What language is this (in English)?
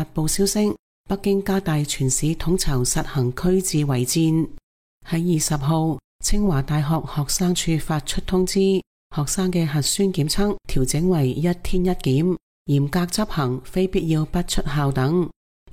Cantonese